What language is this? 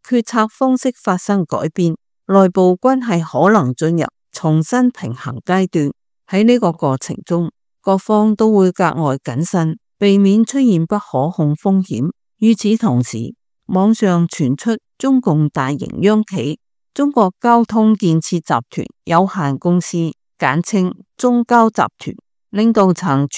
Cantonese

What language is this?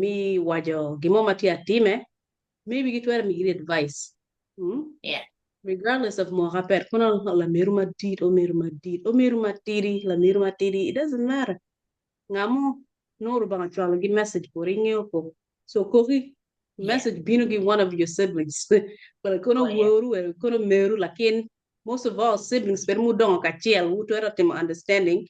Acoli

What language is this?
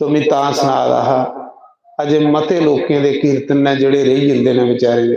Dogri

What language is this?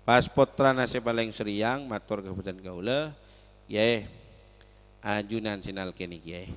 Madurese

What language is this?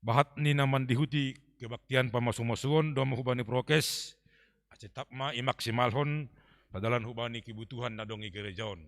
Batak Simalungun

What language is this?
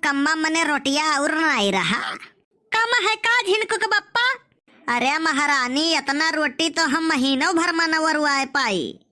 Awadhi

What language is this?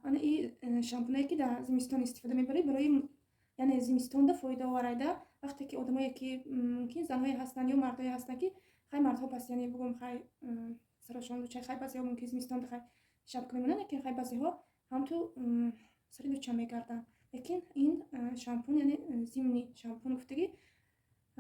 Tajik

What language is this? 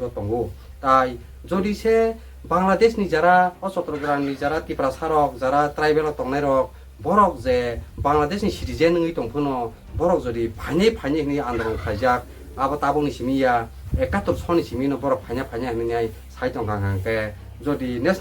Kok Borok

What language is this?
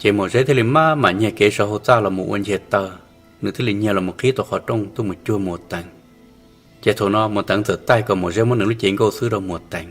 Hmong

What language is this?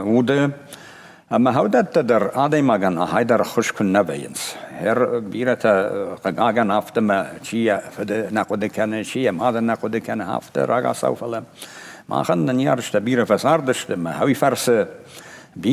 Ossetic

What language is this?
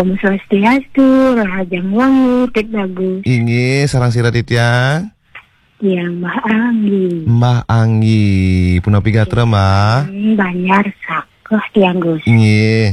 Balinese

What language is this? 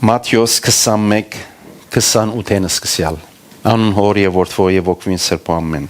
Western Armenian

